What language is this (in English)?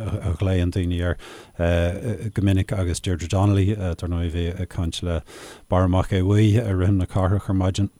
Irish